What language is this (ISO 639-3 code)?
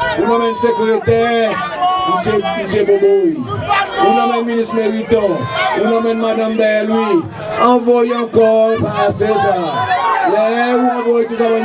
crs